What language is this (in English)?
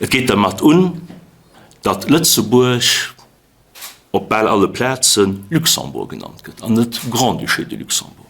Luxembourgish